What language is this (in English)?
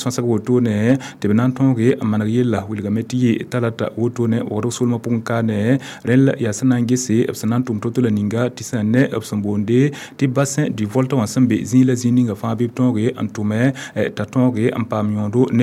Mossi